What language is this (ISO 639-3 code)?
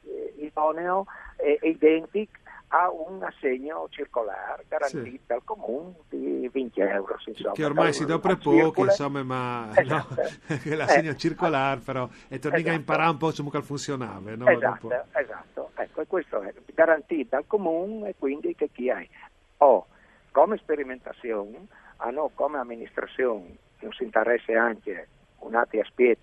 fur